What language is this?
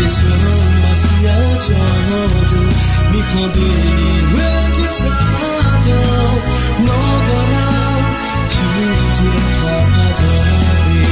Akha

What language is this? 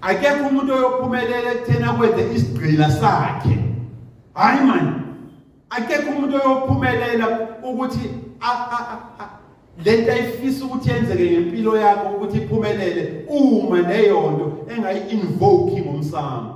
Zulu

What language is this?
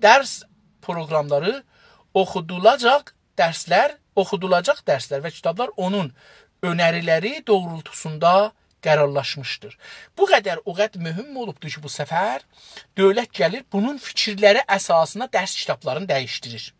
South Azerbaijani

